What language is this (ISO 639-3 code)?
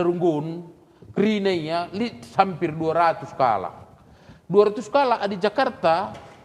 btx